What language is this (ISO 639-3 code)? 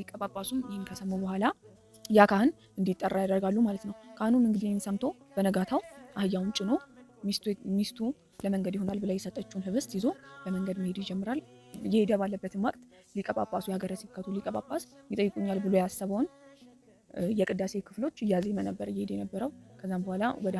amh